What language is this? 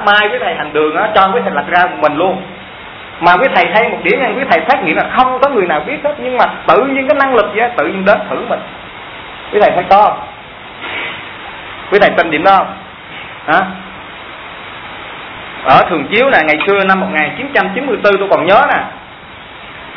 Vietnamese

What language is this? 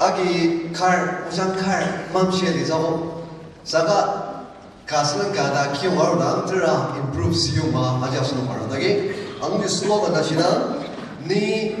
Ao Naga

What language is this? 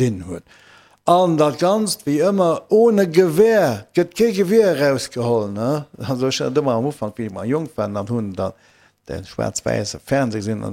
Luxembourgish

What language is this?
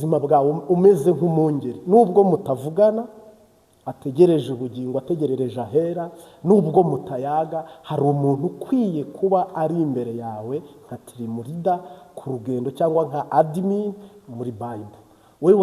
Kinyarwanda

